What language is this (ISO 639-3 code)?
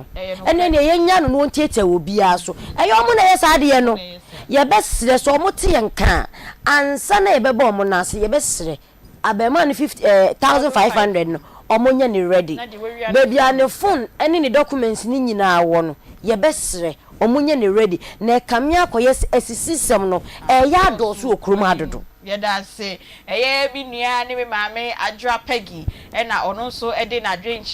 aka